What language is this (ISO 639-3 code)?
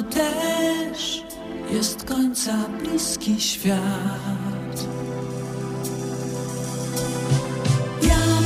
pol